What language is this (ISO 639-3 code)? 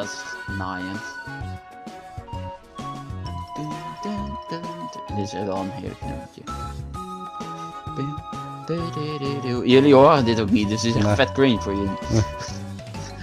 nld